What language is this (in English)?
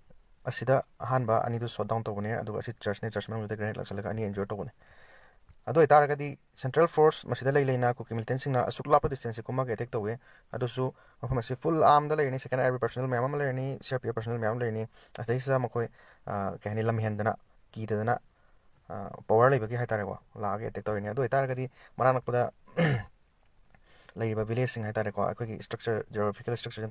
Manipuri